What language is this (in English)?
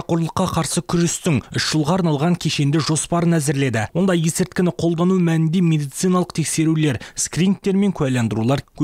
Kazakh